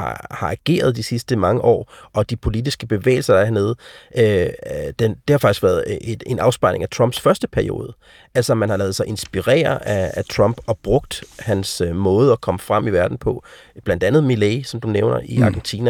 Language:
Danish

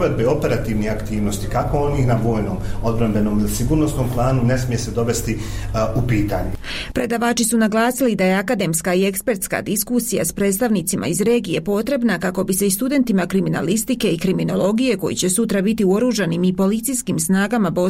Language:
Bosnian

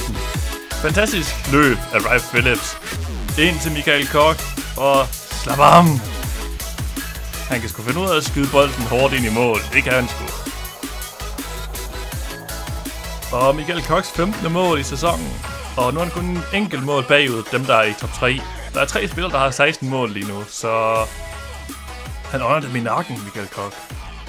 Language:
Danish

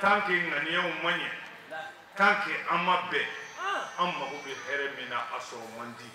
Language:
Bambara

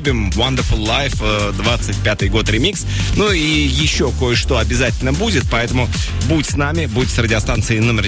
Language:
Russian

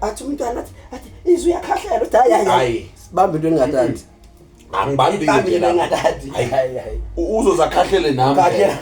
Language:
Zulu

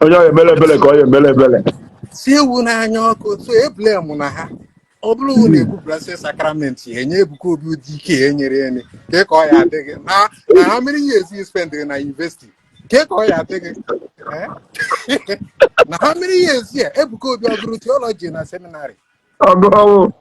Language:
Igbo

